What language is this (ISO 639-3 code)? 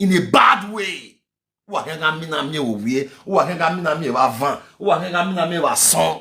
pcm